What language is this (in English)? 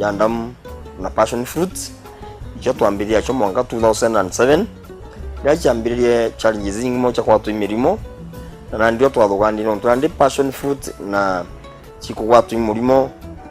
Meru